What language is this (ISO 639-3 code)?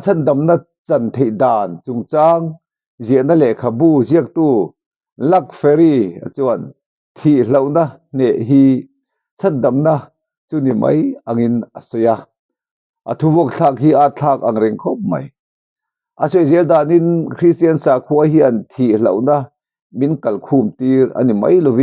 lus